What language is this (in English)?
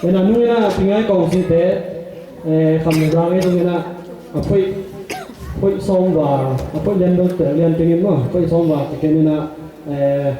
Tedim Chin